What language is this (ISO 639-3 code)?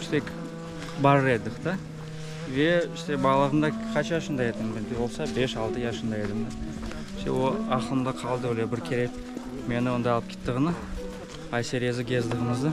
crh